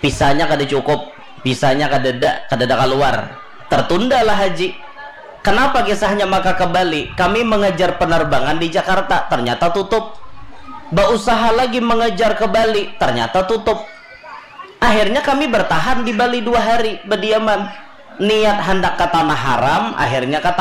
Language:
Banjar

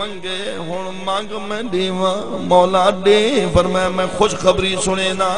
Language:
Saraiki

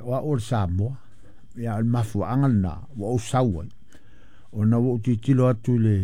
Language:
Samoan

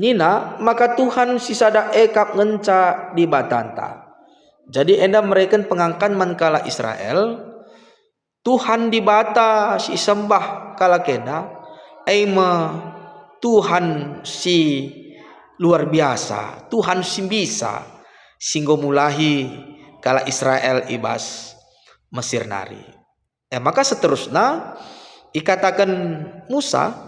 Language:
Batak Karo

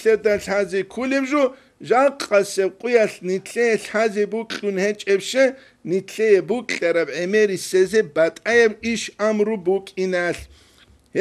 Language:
Avaric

